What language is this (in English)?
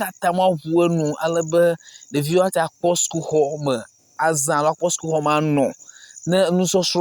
Ewe